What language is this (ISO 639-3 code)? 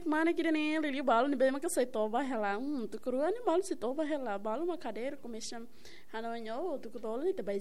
tet